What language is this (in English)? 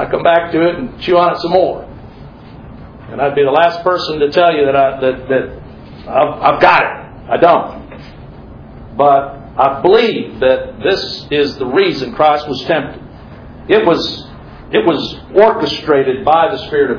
English